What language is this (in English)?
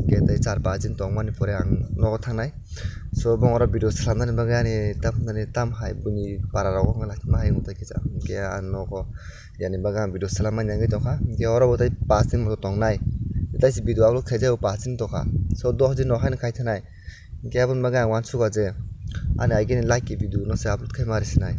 Kok Borok